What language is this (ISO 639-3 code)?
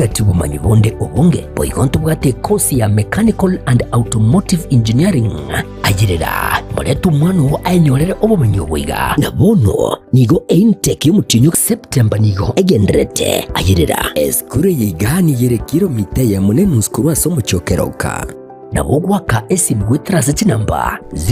guz